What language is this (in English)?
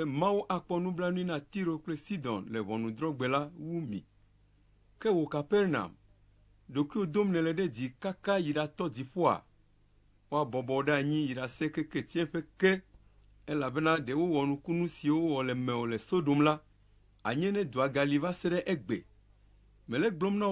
Ewe